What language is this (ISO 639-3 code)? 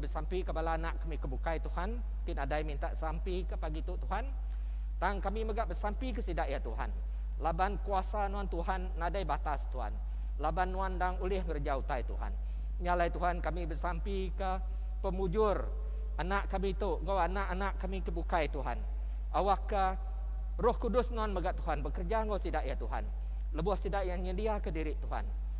iba